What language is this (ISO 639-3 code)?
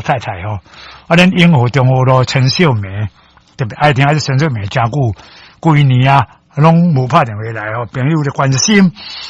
nan